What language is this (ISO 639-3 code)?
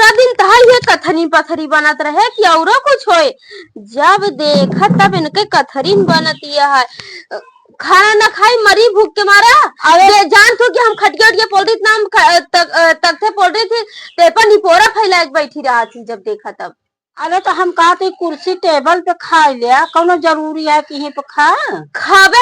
awa